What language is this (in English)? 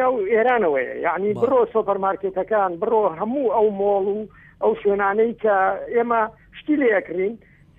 Central Kurdish